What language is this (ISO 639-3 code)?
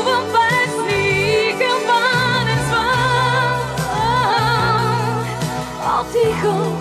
bul